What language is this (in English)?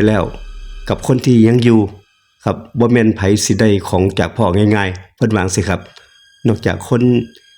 Northeastern Thai